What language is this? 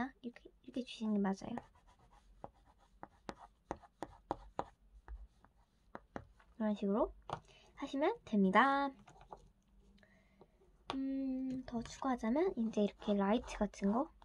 Korean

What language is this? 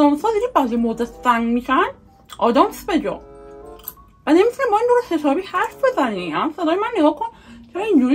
Persian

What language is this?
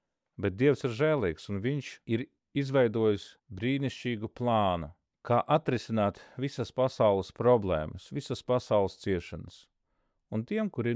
Latvian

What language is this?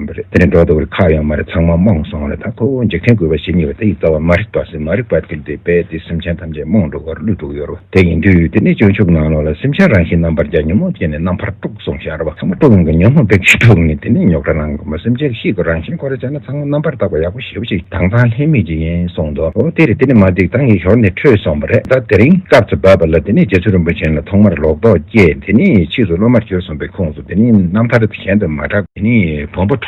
Tibetan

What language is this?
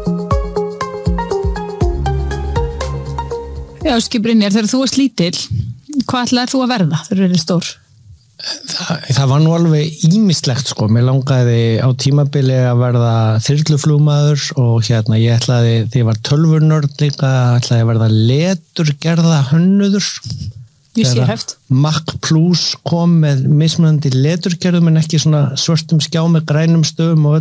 Icelandic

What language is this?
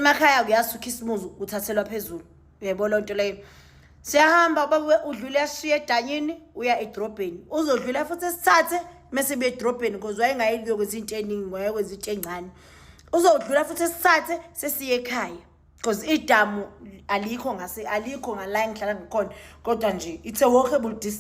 Zulu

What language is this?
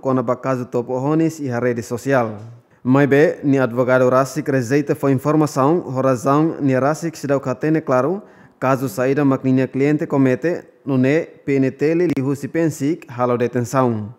Tetum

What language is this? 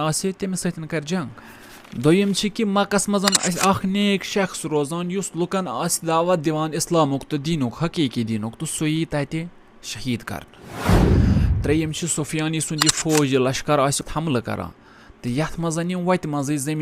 Kashmiri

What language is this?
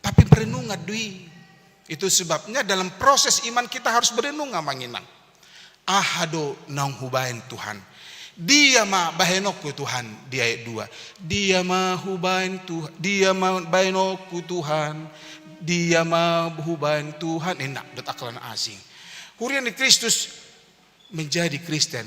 Batak Toba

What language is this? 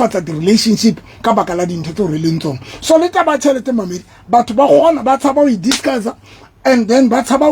Southern Sotho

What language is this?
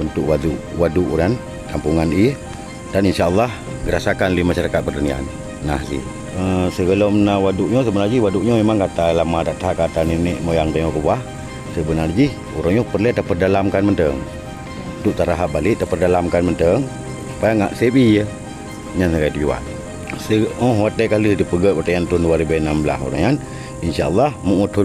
Achinese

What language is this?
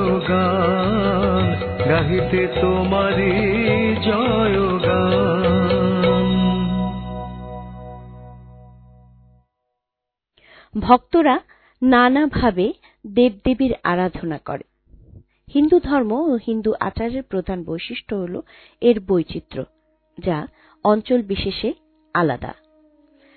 Bangla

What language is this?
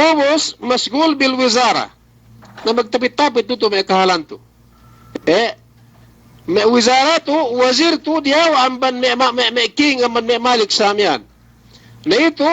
Yakan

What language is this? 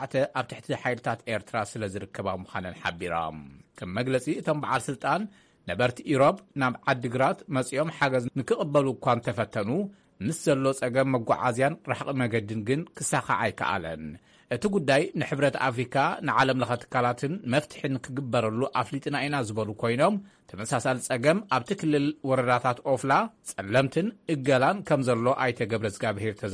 Tigrinya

